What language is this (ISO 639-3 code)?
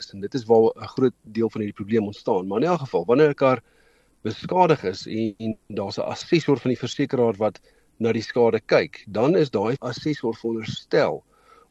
afr